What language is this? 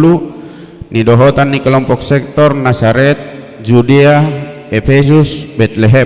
Batak Toba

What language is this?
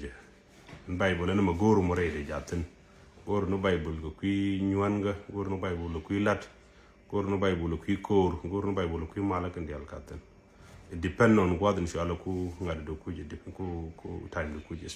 Nuer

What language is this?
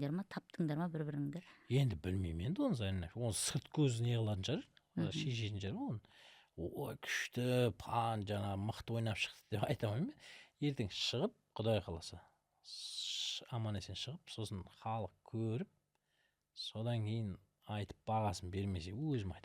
Kazakh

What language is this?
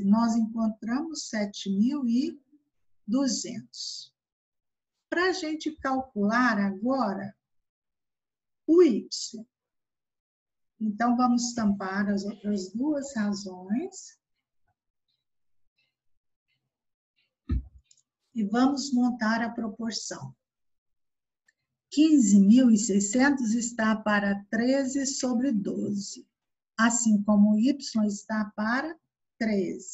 Portuguese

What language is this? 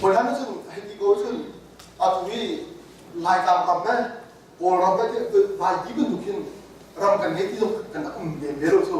Hakha Chin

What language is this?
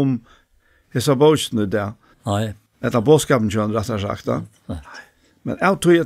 Faroese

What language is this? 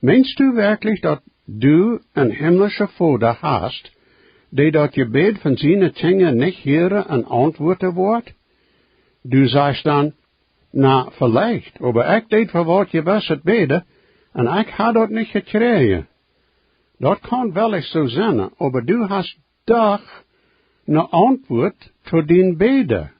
Plautdietsch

